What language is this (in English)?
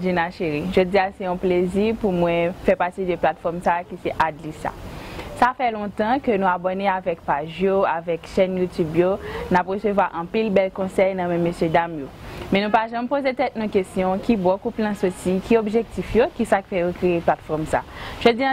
Haitian Creole